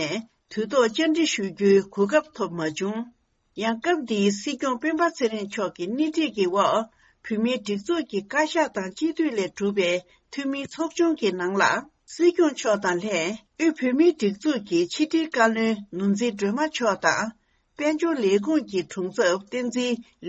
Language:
Tibetan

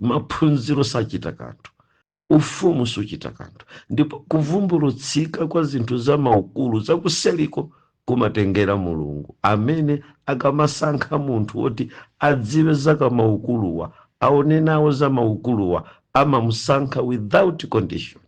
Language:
Nyanja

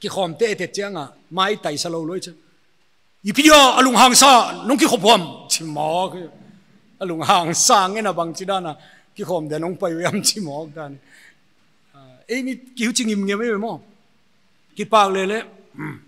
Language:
Paite Chin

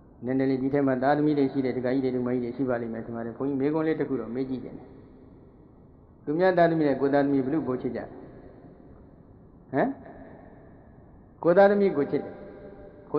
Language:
Burmese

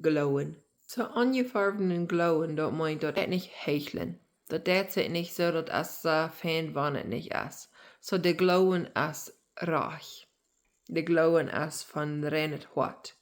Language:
Plautdietsch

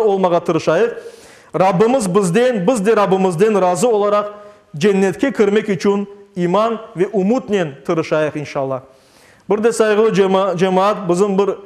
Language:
Crimean Tatar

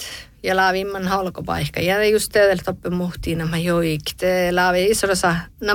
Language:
Northern Sami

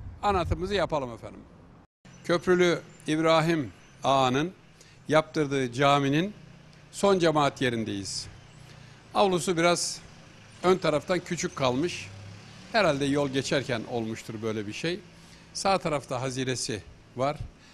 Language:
Turkish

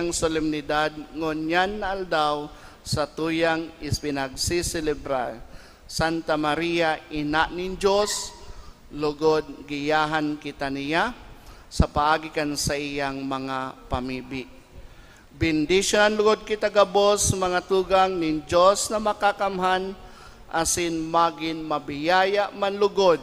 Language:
Bikol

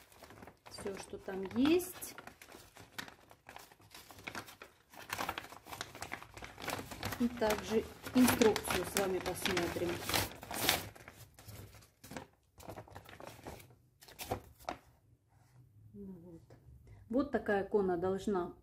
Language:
Russian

